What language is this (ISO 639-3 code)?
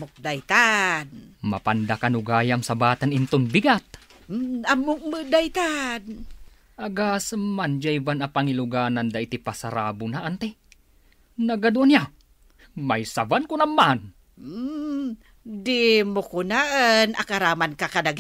ilo